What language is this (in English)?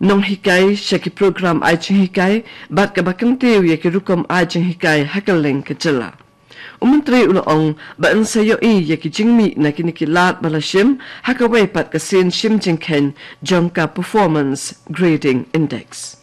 Khasi